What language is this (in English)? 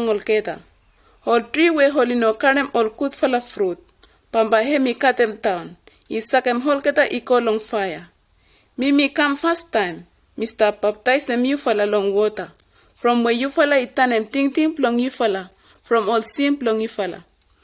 Bislama